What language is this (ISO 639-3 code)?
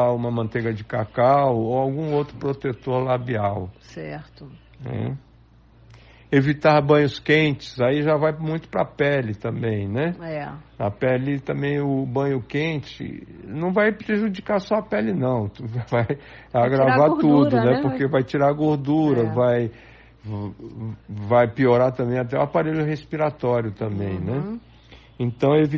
por